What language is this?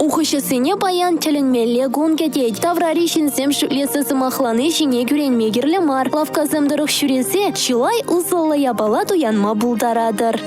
Chuvash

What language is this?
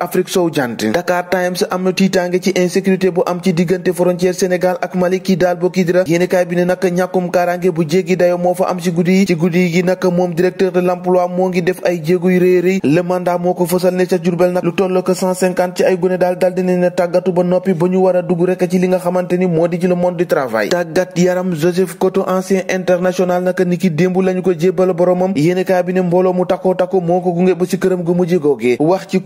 Wolof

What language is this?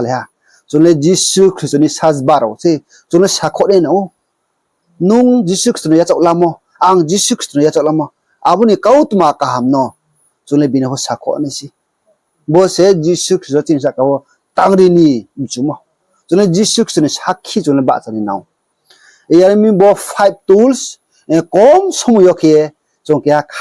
Riang (India)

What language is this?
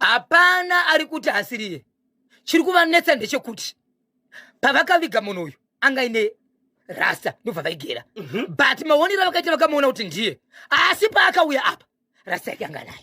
Shona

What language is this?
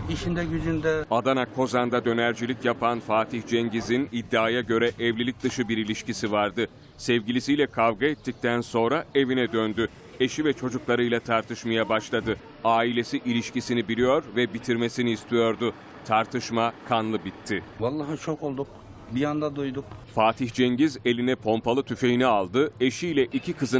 Turkish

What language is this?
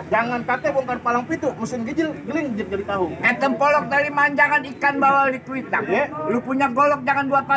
Betawi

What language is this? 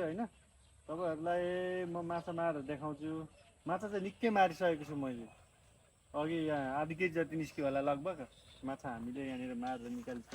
Nepali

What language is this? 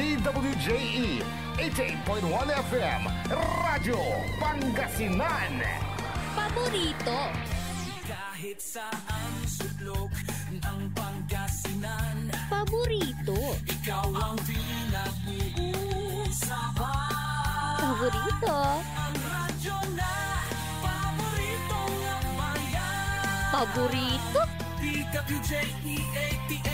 Pangasinan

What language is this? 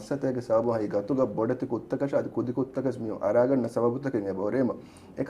Divehi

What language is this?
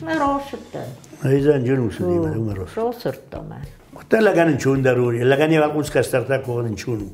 Ossetic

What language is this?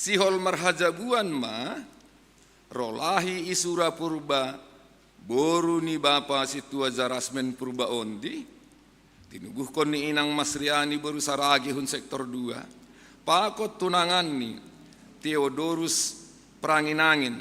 Batak Simalungun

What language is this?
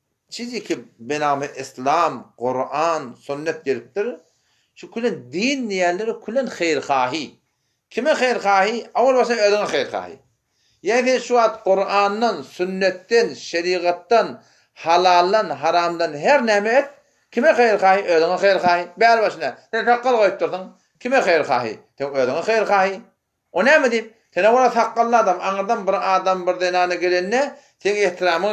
Turkmen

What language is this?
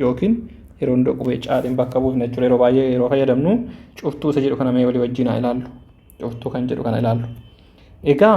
Oromo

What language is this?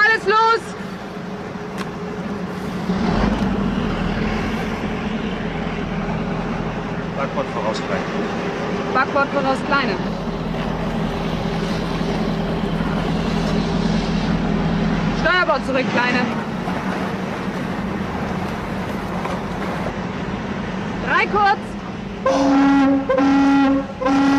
German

